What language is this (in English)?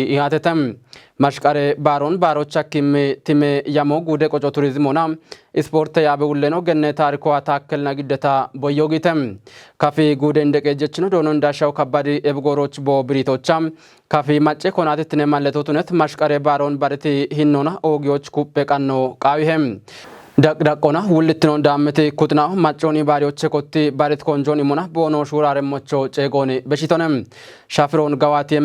Kafa